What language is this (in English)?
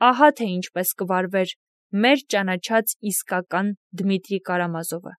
Armenian